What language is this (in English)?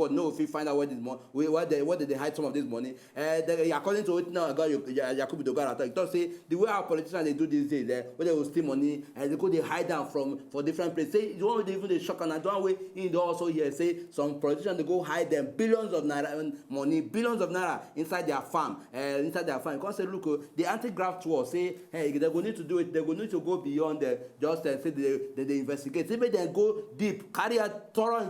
Nigerian Pidgin